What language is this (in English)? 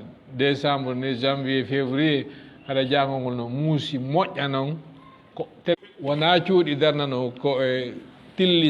Fula